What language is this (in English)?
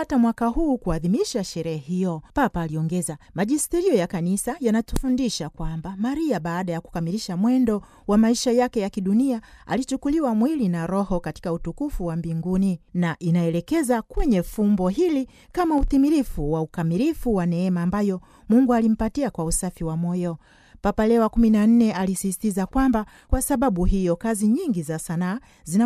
Swahili